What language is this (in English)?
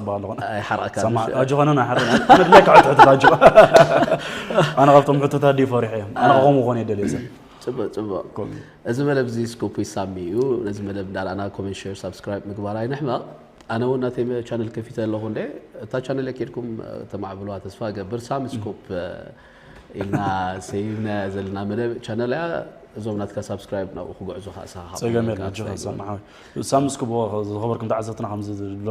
Tigrinya